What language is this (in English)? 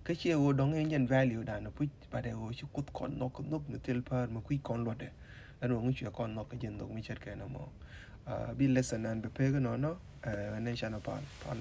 Nuer